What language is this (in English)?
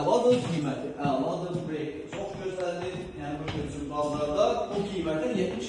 Azerbaijani